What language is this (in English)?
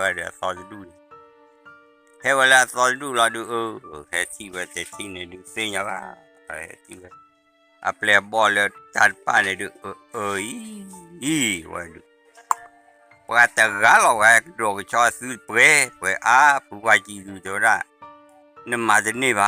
S'gaw Karen